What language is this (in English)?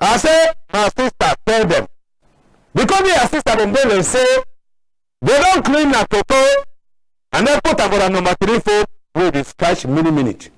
Cameroon Pidgin